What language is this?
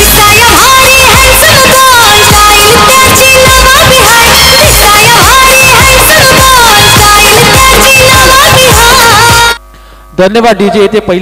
Marathi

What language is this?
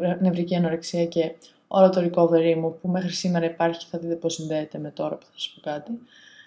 Greek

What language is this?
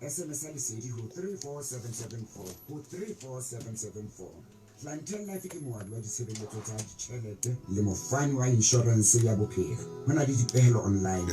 Southern Sotho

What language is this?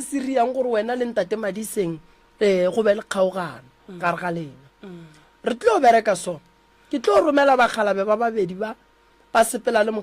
Northern Sotho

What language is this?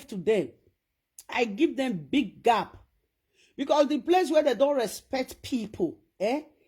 Nigerian Pidgin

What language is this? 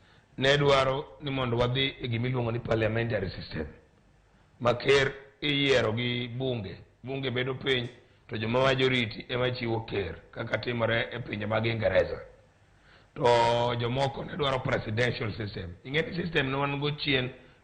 Luo (Kenya and Tanzania)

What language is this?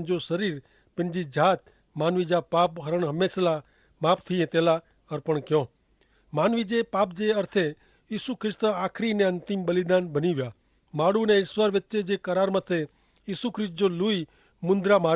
Kachhi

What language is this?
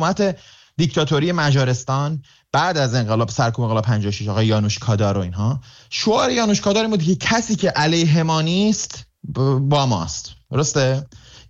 Persian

